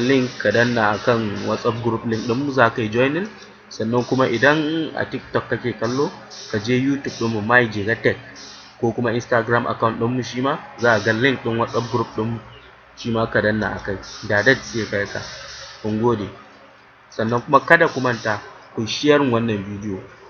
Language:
Hausa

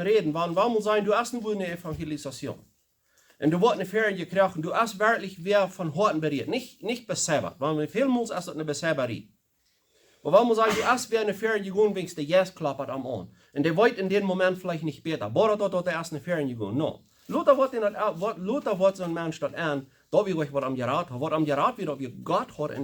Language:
Plautdietsch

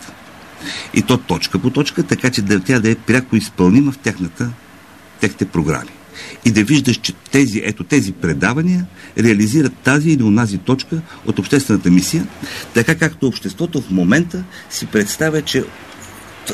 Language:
Bulgarian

